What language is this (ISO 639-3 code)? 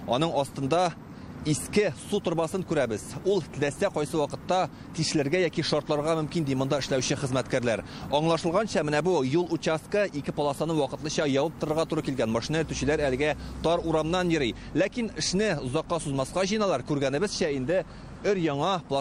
tat